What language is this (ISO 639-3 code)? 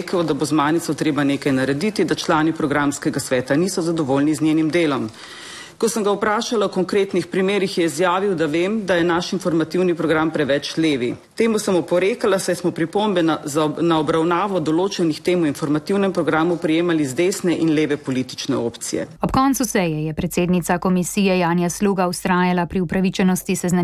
slv